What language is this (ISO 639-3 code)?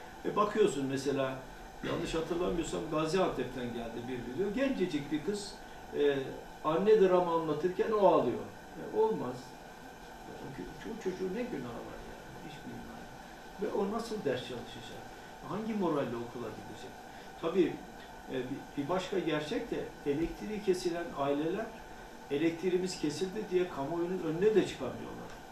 tur